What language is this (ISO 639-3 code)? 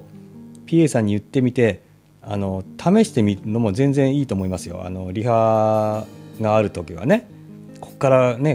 jpn